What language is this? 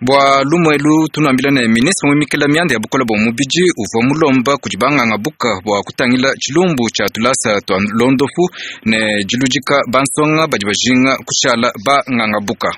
Luba-Lulua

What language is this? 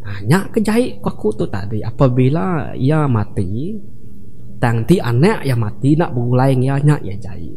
Iban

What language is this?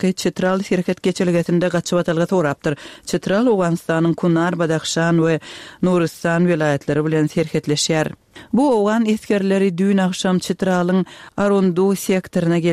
Turkmen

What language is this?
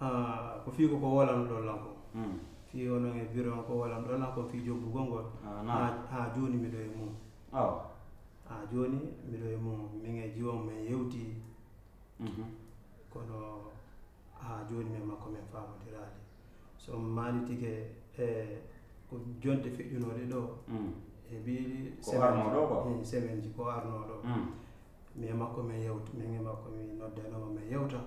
Fula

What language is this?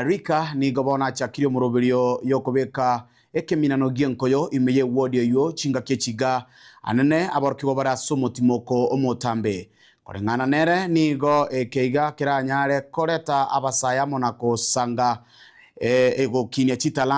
Gusii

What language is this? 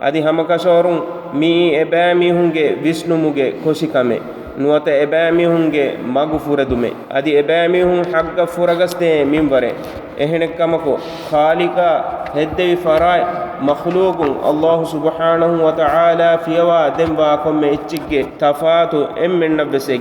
Divehi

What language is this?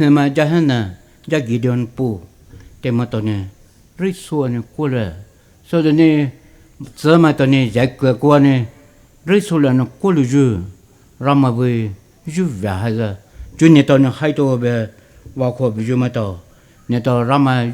Poumei Naga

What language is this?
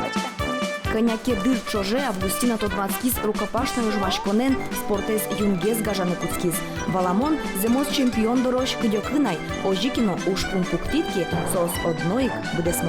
Udmurt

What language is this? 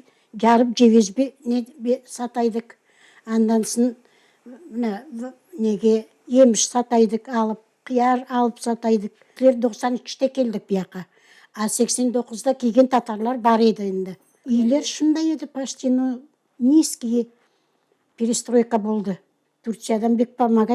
Crimean Tatar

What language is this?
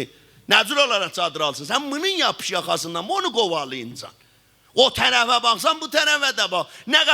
South Azerbaijani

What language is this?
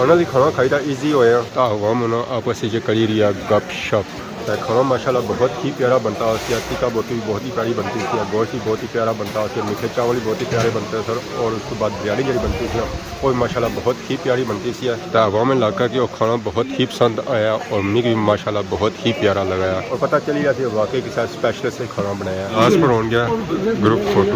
Pahari-Potwari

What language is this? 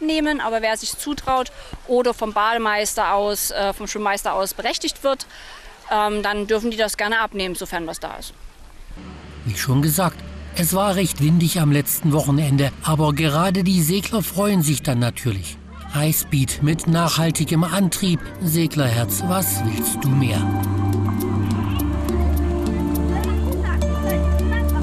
German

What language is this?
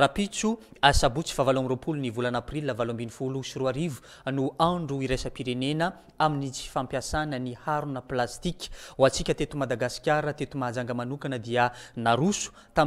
Malagasy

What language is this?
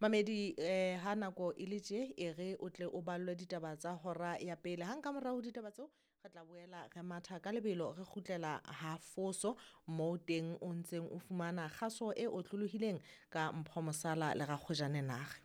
Southern Sotho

